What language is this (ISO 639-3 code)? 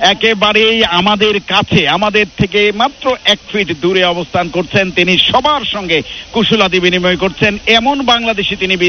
ben